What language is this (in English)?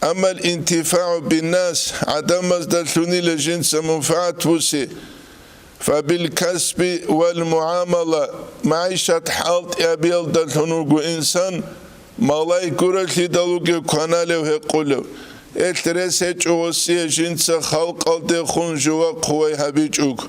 Avaric